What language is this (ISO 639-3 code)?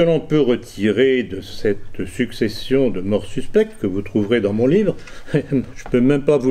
fra